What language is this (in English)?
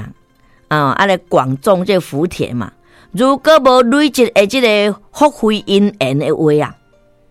Min Nan Chinese